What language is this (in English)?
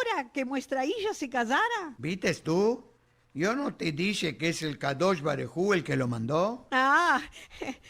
Ladino